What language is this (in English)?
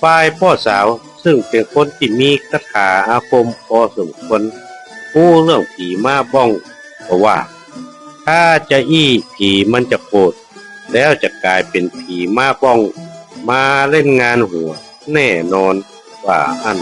Northern Thai